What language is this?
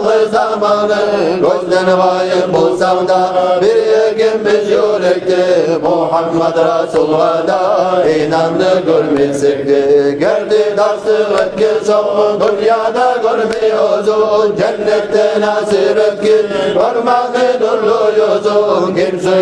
Kumyk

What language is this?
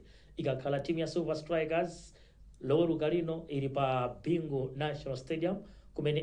Nyanja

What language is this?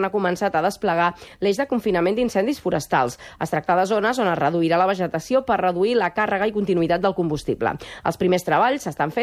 Catalan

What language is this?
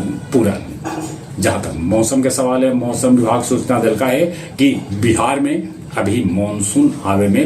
Magahi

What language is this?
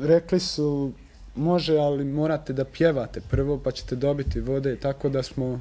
Bosnian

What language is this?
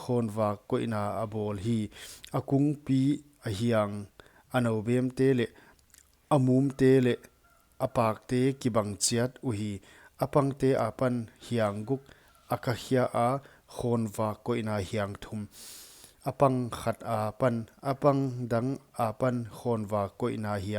Paite Chin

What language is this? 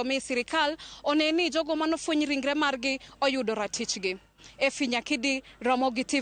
Luo (Kenya and Tanzania)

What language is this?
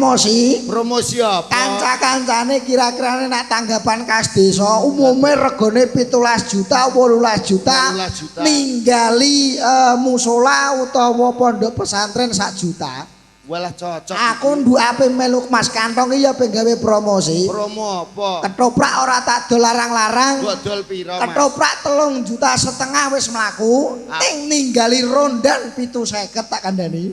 Javanese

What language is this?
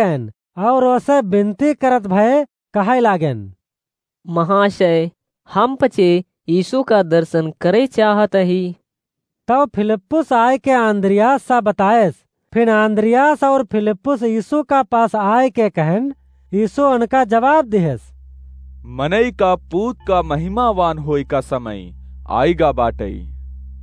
Awadhi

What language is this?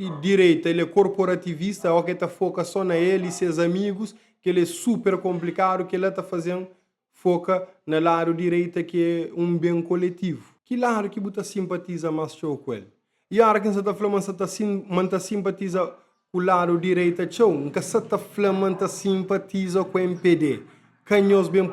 Kabuverdianu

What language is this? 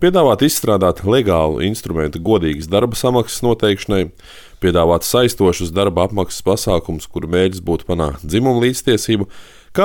Latvian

